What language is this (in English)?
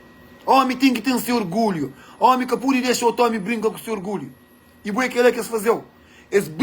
Kabuverdianu